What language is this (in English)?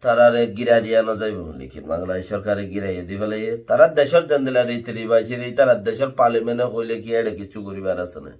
Rohingya